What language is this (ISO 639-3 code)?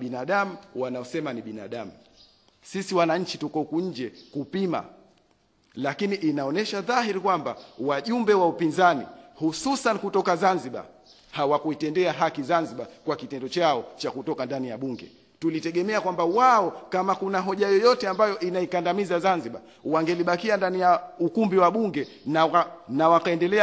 swa